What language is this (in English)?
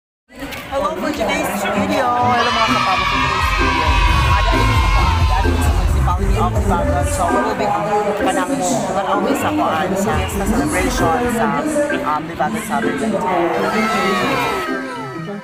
Cebuano